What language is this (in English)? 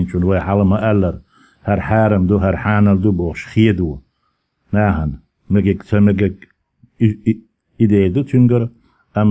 Chechen